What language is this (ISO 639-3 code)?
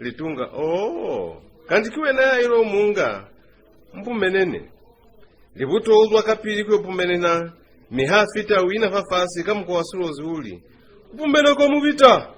loz